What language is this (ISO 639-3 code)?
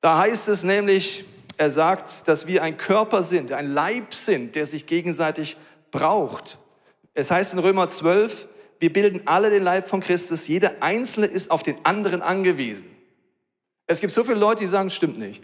gsw